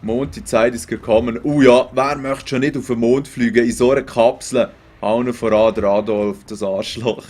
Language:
Swiss German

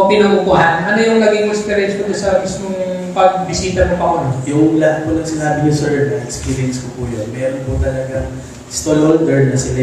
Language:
Filipino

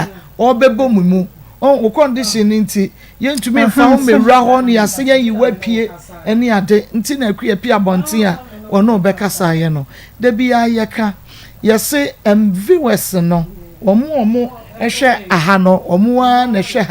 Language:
Akan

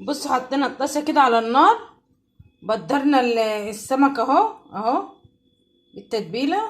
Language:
Egyptian Arabic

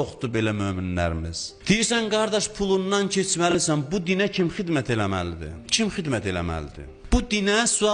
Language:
Azerbaijani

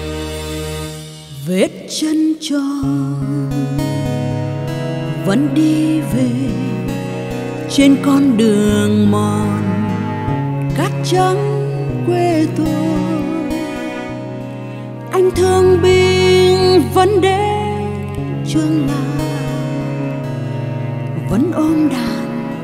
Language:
Vietnamese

